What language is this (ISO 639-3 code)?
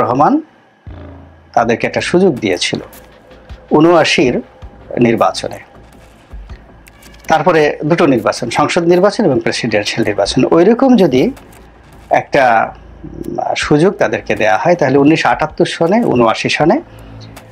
ben